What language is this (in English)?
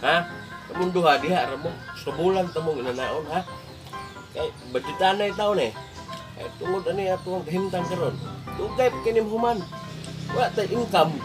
Cebuano